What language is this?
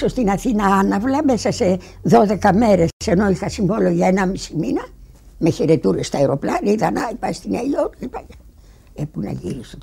Greek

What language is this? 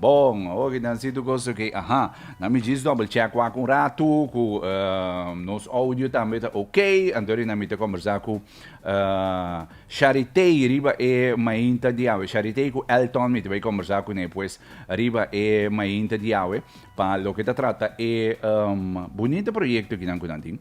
Papiamento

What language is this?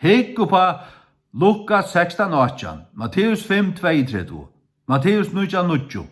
Faroese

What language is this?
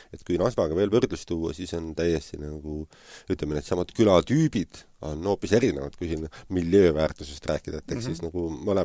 Estonian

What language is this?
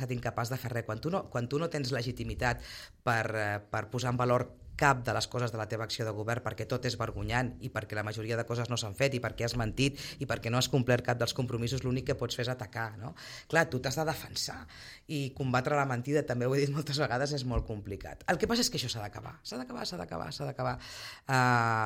Catalan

